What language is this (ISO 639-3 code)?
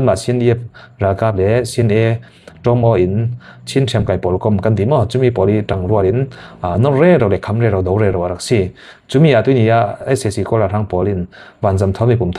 cfm